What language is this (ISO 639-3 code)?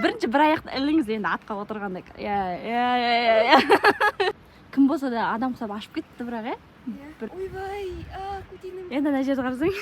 kaz